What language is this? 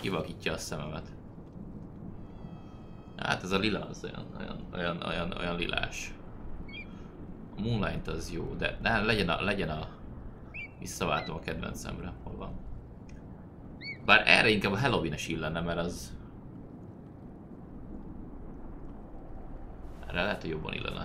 Hungarian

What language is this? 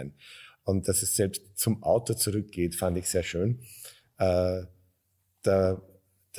German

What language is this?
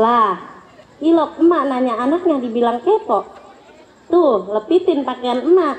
Betawi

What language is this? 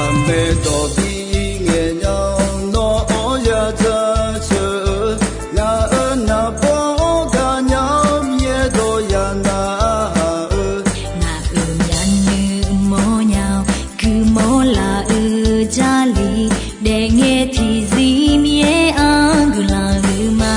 Akha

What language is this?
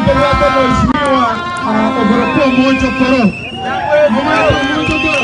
Gusii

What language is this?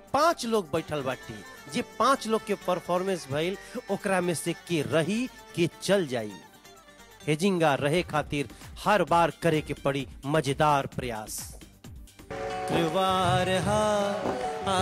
Bhojpuri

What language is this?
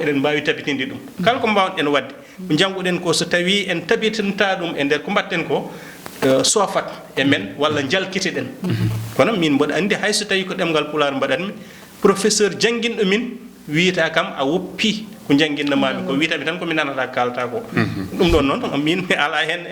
Fula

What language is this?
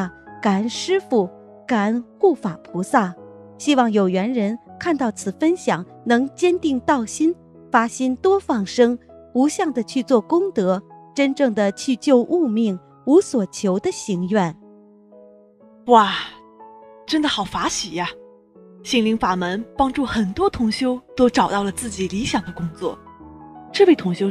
Chinese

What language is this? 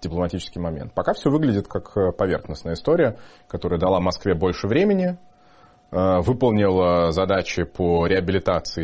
Russian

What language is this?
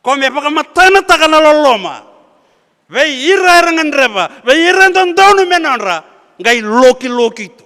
Fijian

